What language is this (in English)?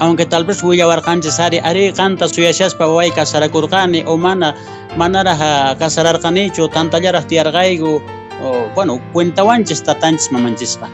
Quechua